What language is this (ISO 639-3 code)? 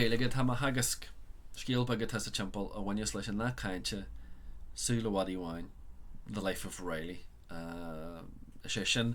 gle